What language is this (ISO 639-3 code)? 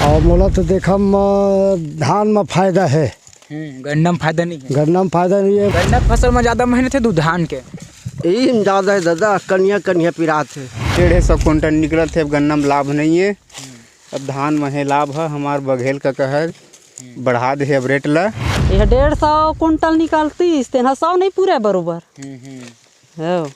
hne